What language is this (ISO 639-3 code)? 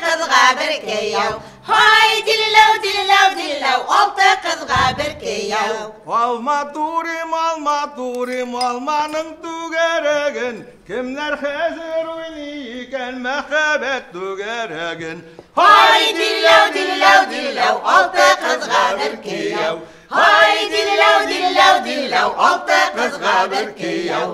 bak